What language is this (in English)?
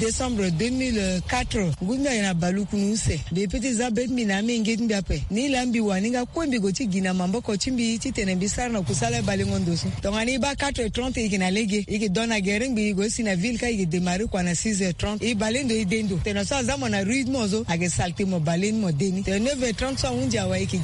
Sango